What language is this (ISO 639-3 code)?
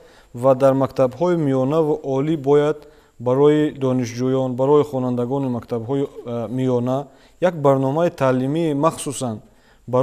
tgk